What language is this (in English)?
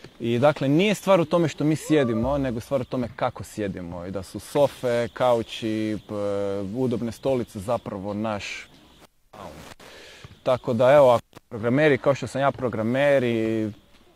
Croatian